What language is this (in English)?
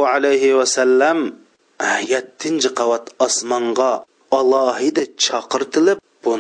Uyghur